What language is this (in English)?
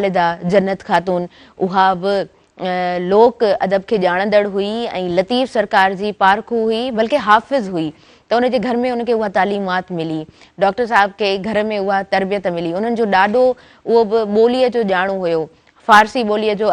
Sindhi